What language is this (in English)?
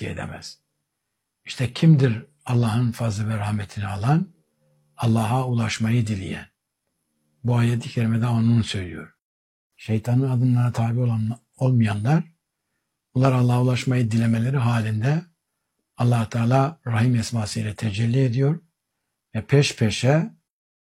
Turkish